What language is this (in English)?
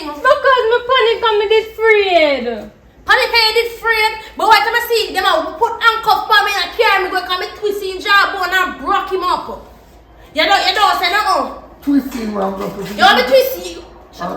Jamaican Creole English